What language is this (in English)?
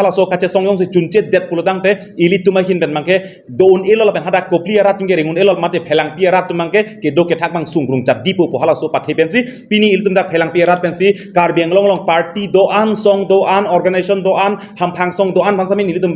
Karbi